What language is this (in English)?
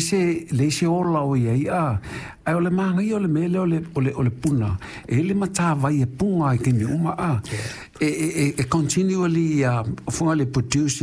Samoan